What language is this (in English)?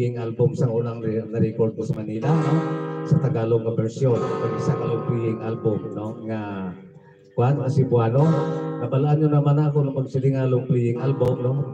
Hiligaynon